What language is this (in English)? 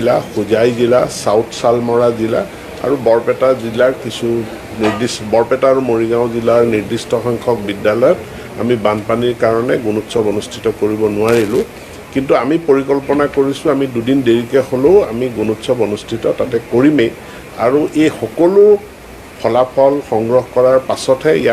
Assamese